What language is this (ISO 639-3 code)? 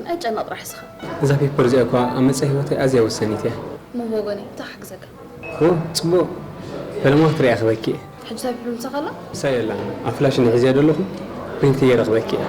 tir